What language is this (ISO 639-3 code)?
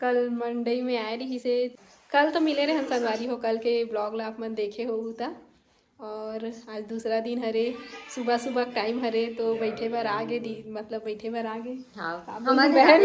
hne